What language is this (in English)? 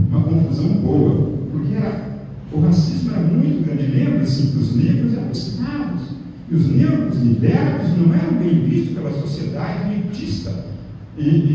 Portuguese